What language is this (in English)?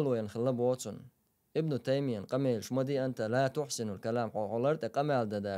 Chechen